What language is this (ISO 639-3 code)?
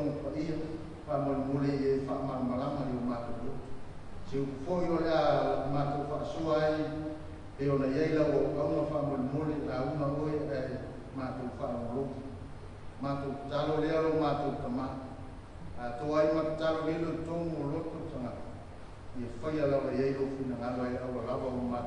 smo